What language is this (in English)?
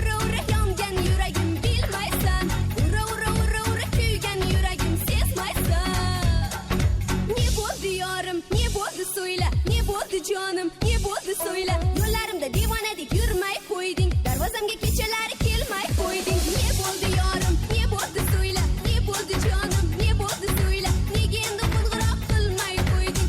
Kara-Kalpak